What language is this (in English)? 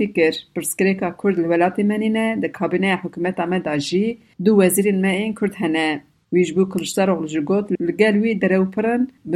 Kurdish